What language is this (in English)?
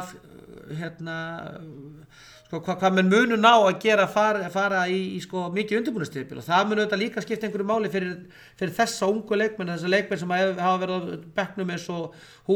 Icelandic